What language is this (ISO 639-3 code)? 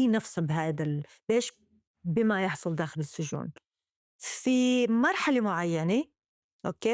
apc